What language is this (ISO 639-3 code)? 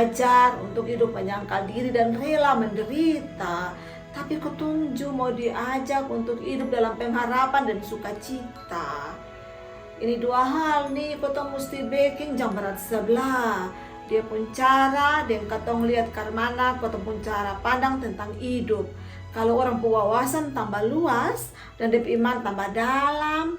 mkn